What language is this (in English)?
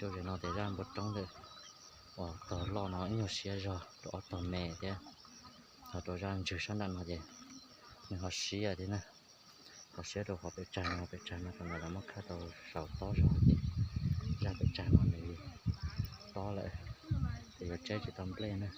Hmong